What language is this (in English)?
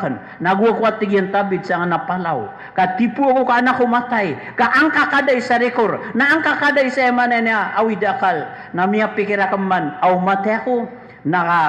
Maranao